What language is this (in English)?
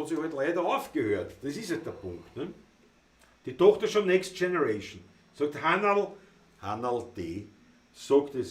Bavarian